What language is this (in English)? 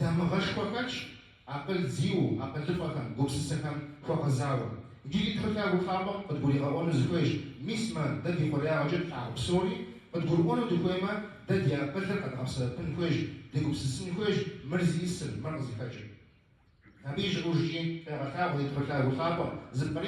Kabardian